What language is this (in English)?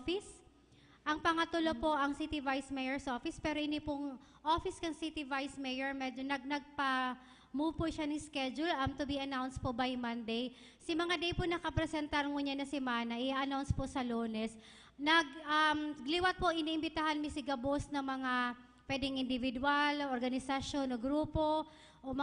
Bikol